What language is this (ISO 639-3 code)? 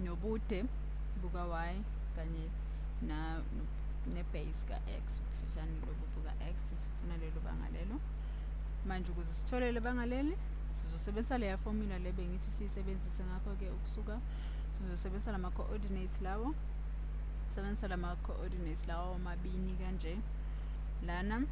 zul